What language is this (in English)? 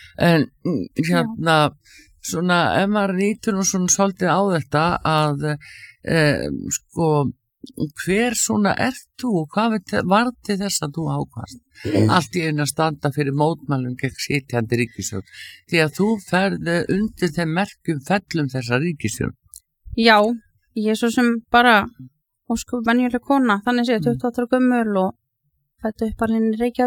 Icelandic